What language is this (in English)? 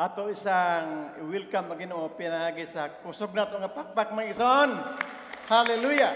Cebuano